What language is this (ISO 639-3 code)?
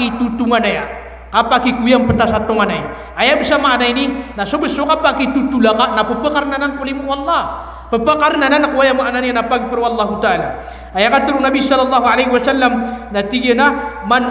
mrw